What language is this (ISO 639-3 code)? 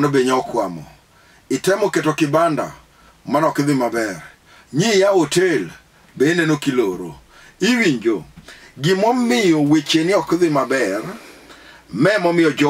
luo